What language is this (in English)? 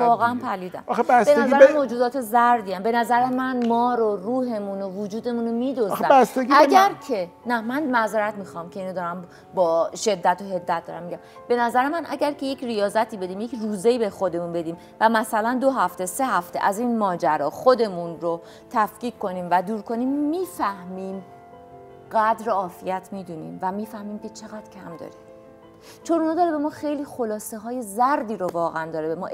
Persian